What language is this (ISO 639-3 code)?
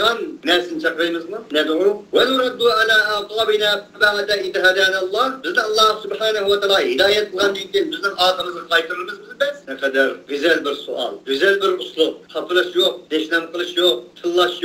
uig